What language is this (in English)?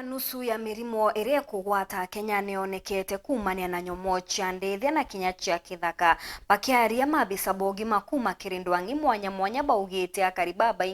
Meru